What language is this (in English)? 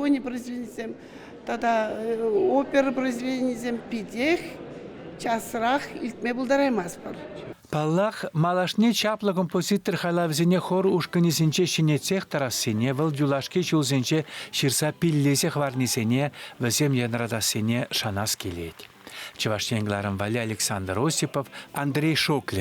Chuvash